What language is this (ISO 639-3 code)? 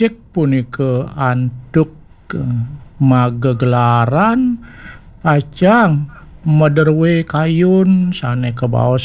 ban